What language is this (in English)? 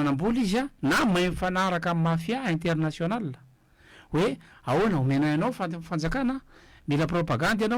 Malagasy